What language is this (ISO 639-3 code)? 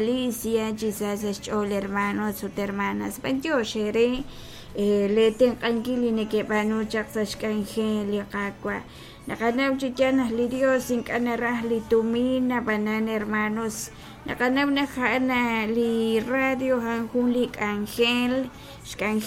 kek